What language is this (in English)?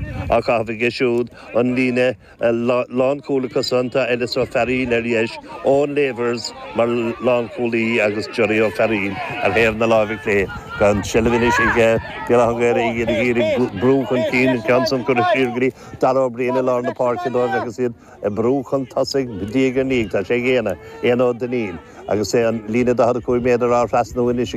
Irish